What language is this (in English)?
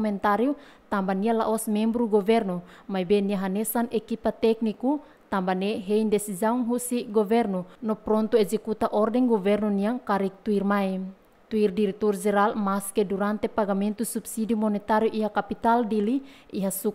Tetum